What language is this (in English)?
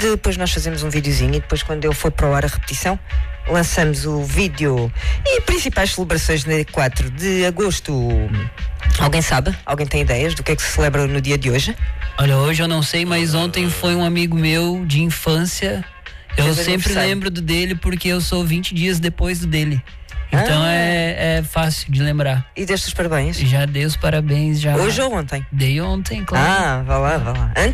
Portuguese